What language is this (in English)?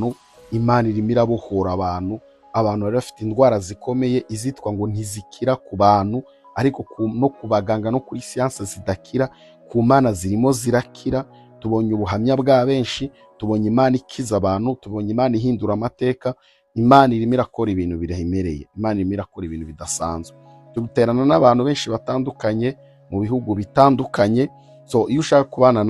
Kinyarwanda